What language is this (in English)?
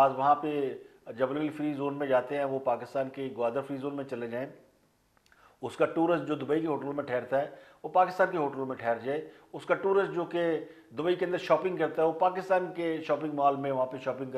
Urdu